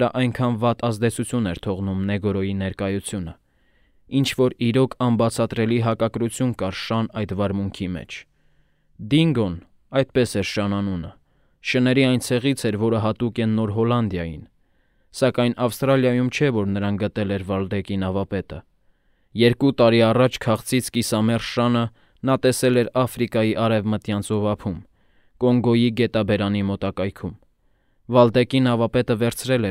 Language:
Armenian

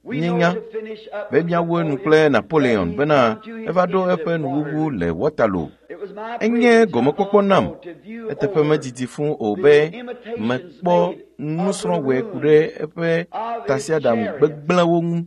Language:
Ewe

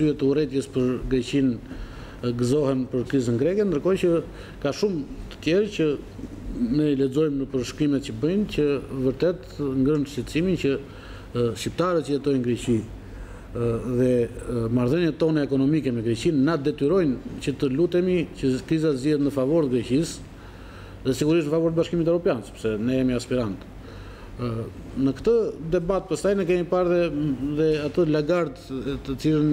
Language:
Albanian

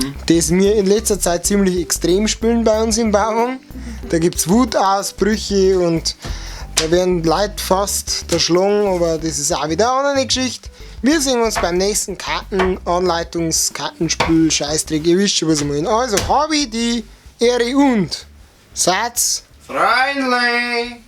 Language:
Bavarian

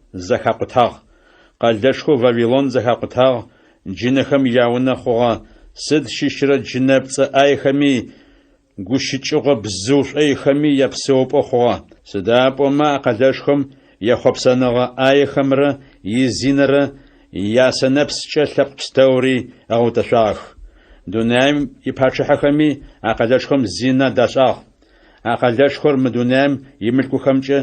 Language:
Adyghe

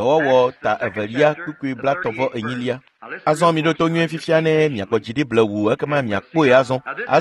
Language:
Ewe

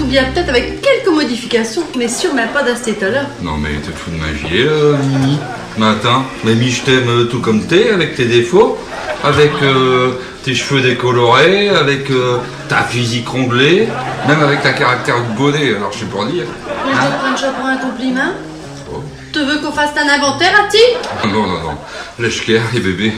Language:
Picard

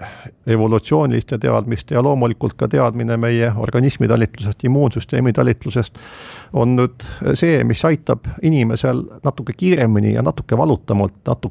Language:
Estonian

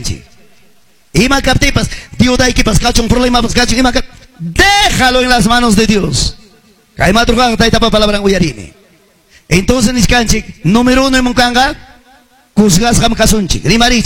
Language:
Ayacucho Quechua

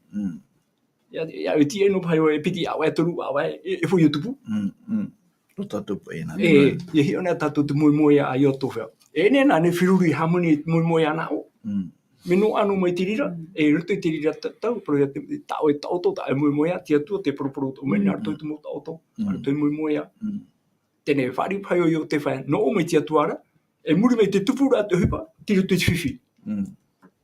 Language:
Tahitian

